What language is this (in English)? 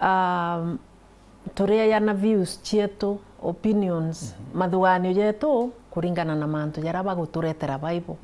Meru